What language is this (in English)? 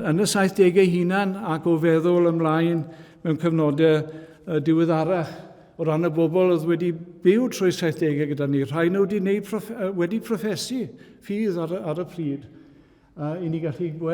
Welsh